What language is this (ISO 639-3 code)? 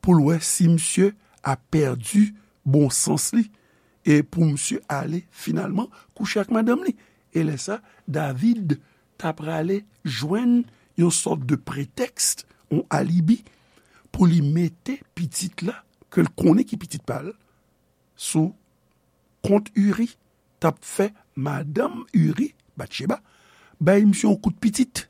hat